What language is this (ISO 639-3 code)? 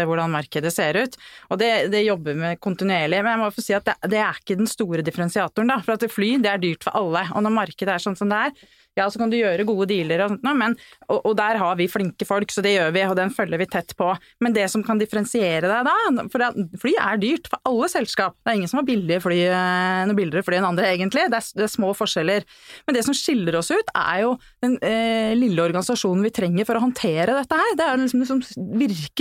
nor